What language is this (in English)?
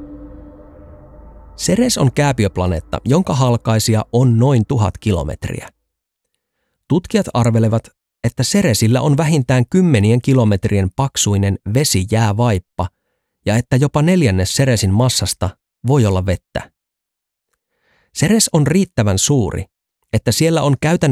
Finnish